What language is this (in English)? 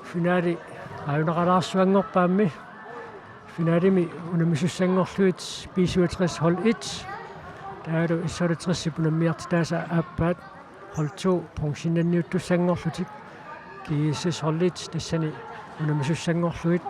Kalaallisut